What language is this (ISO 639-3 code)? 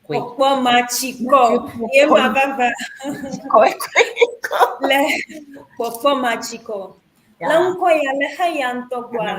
ewe